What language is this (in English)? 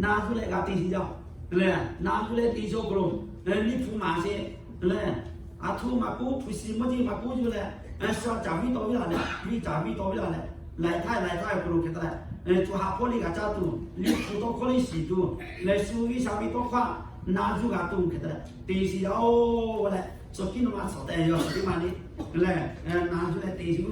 Lahu